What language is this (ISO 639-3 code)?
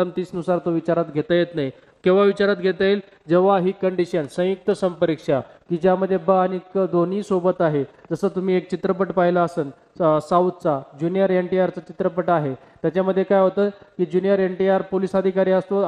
mar